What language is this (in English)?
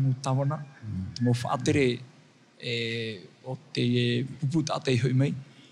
Tahitian